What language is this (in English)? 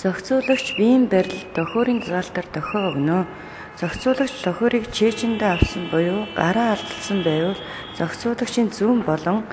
Mongolian